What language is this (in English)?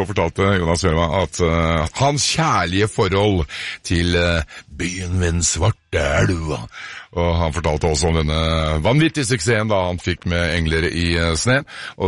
Norwegian